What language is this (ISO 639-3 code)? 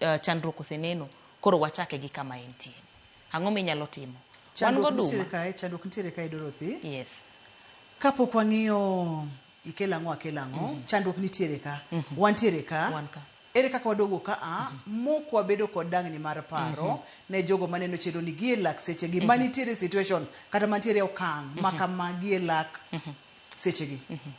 luo